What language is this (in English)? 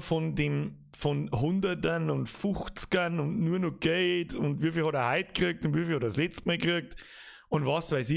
Bavarian